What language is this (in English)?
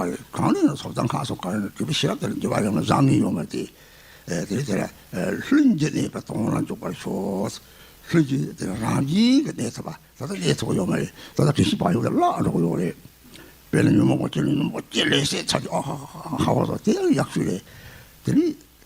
Tibetan